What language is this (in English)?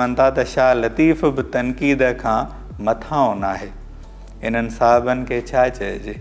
Sindhi